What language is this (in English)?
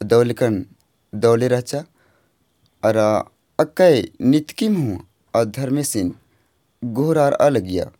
Kurukh